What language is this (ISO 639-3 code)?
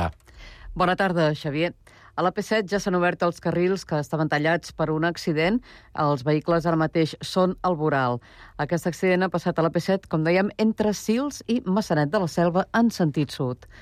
cat